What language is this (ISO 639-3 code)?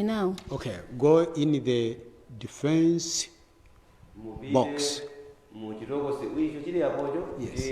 nya